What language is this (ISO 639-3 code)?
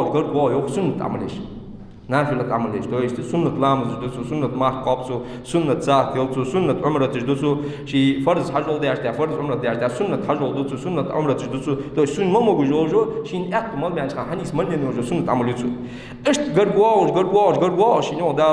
inh